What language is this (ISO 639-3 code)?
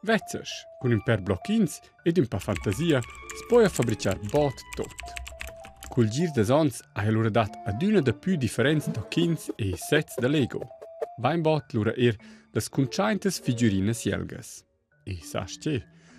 roh